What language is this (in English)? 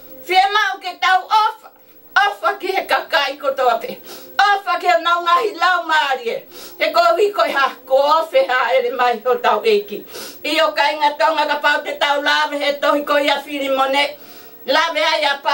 Tongan